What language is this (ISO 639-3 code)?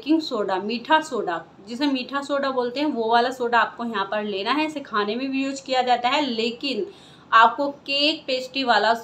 hin